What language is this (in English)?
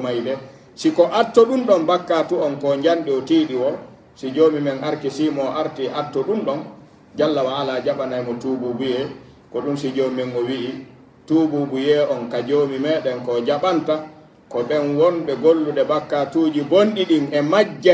Pular